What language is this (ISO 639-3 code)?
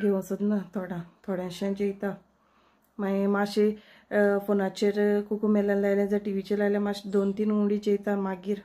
kok